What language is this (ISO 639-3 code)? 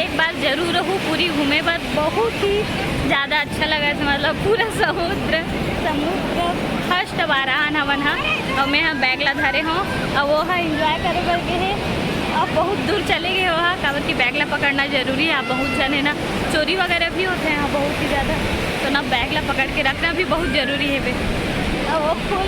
hne